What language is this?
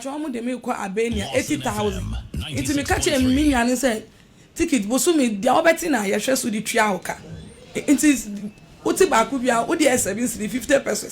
Akan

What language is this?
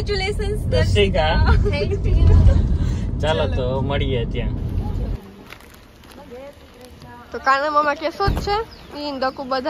Gujarati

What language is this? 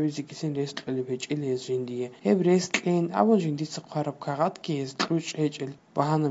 Avaric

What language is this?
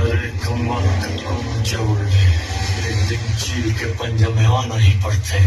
Chhattisgarhi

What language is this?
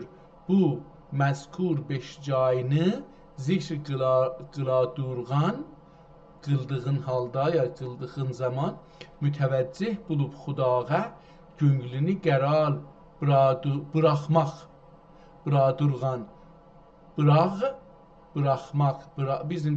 South Azerbaijani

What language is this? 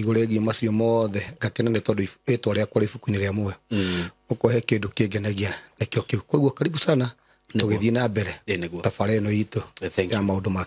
Kikuyu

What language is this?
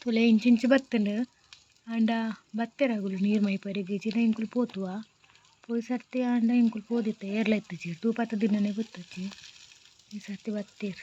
Tulu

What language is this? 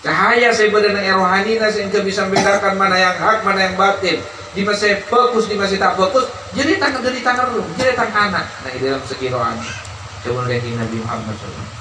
Madurese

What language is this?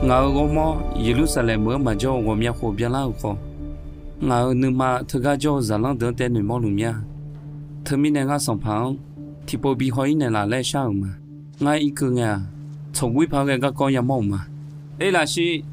Akha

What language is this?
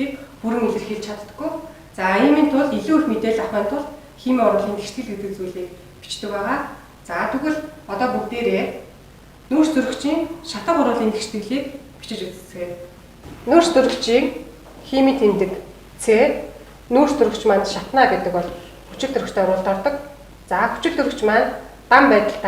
Mongolian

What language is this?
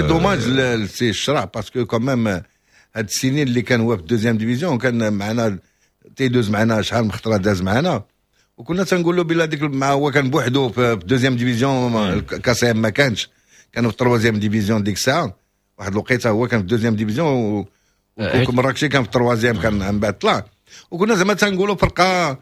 Moroccan Arabic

